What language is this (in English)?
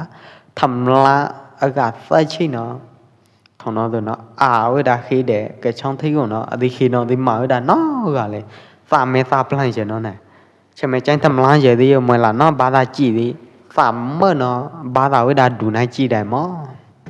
Pwo Eastern Karen